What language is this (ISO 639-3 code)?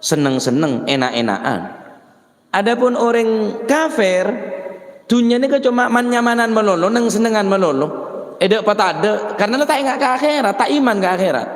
mad